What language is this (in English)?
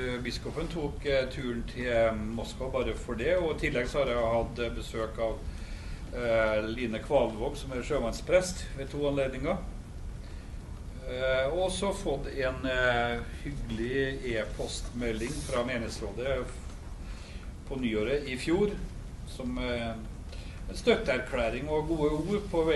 Norwegian